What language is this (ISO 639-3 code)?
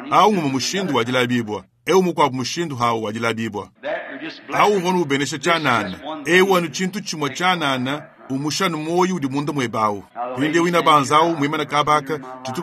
lua